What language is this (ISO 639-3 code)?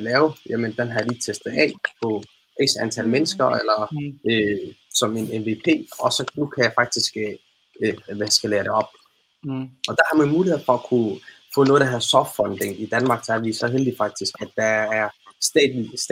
dan